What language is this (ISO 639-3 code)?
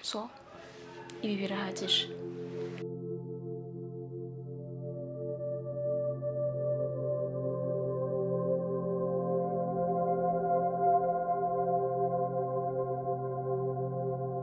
kin